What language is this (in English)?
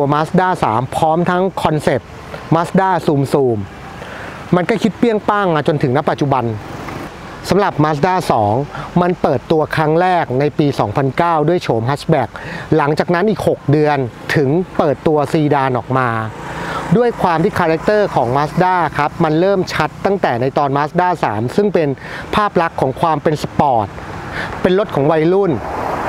Thai